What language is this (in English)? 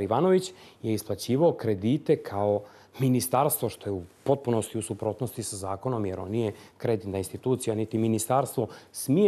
Bosnian